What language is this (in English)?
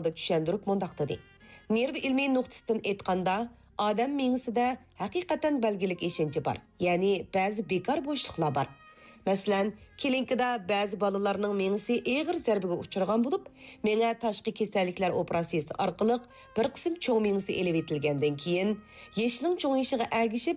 Uyghur